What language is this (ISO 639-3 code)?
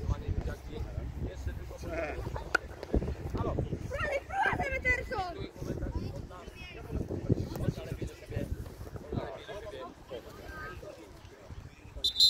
pol